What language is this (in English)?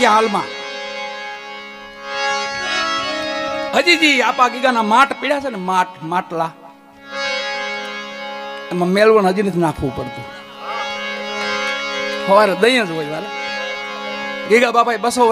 Gujarati